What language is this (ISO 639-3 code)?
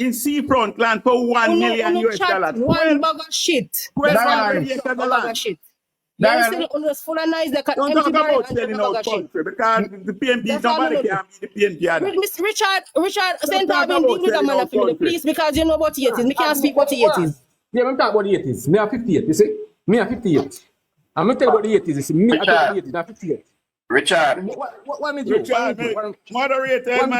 jam